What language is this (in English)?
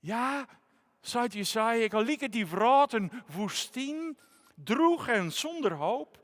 Western Frisian